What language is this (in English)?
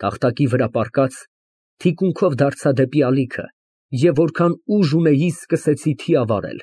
Armenian